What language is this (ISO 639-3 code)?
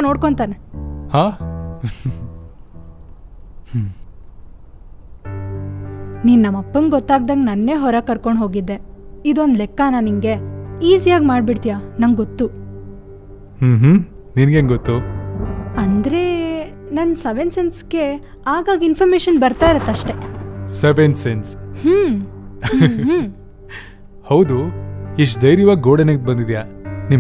kan